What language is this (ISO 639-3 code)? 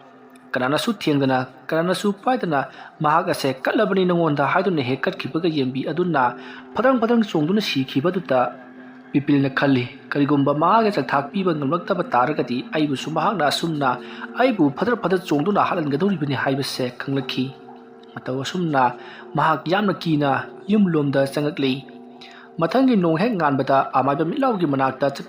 mni